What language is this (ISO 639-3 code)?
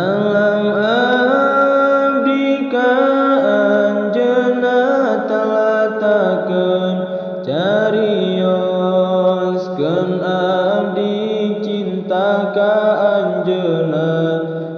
sun